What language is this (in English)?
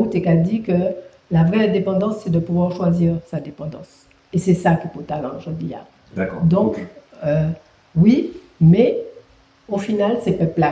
Guadeloupean Creole French